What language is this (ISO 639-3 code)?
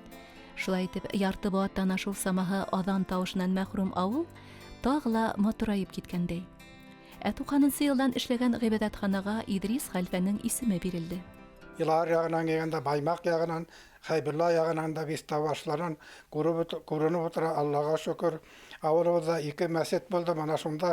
bak